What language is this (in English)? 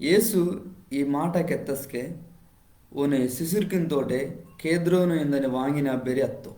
Koya